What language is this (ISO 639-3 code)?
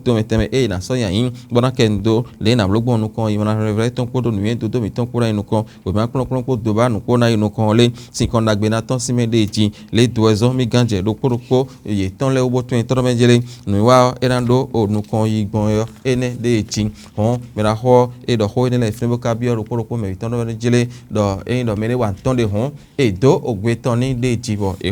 fon